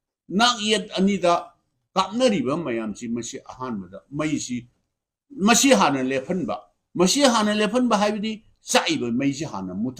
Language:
Manipuri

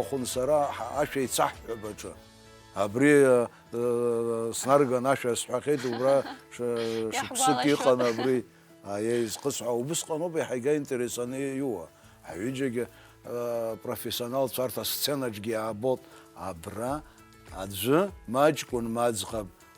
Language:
Abkhazian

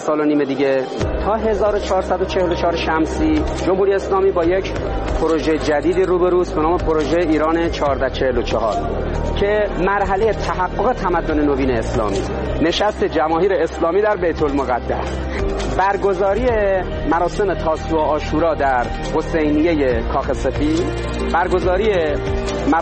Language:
Persian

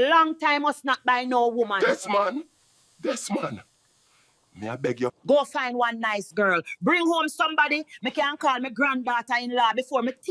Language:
Jamaican Creole English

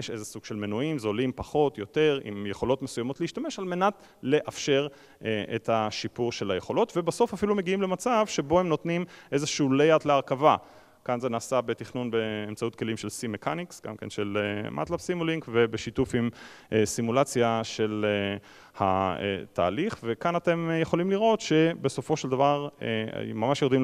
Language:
Hebrew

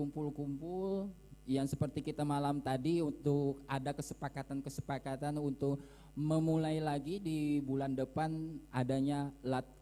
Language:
Banjar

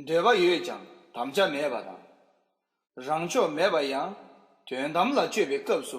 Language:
Tibetan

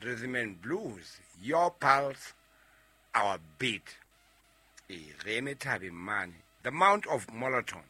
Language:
Southern Sotho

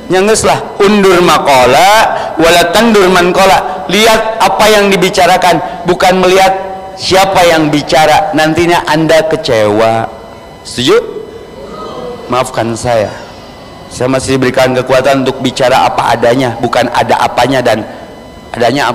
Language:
Indonesian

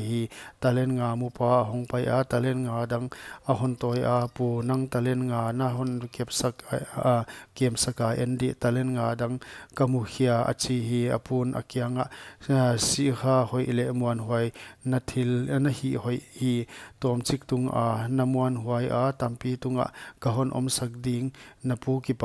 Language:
Paite Chin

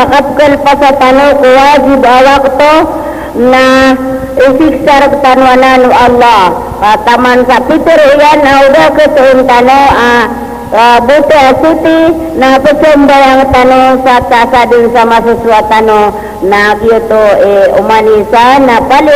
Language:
Maranao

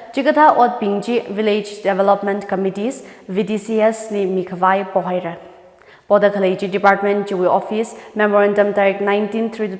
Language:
Tangkhul Naga (India)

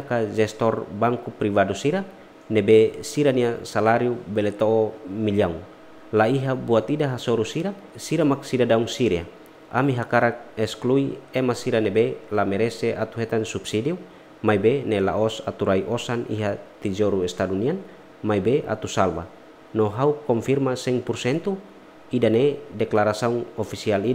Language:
Tetum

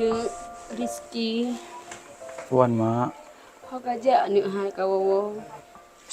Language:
Achinese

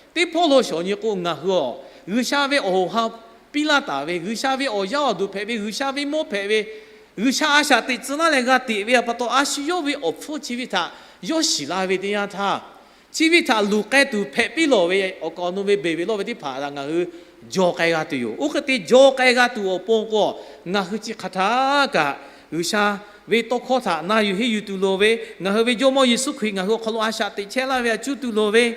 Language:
Lahu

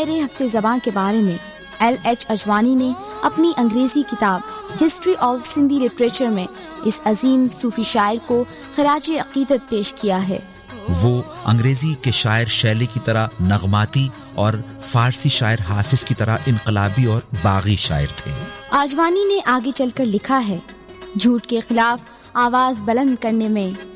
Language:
Urdu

